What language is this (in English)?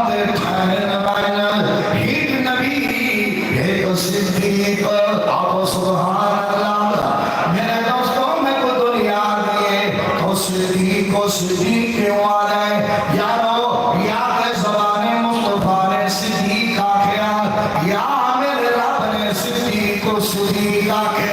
Saraiki